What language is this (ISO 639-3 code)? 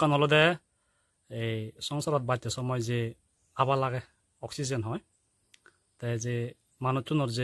ccp